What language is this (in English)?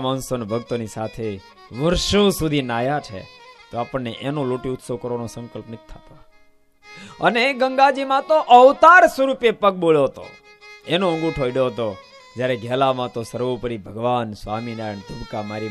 Gujarati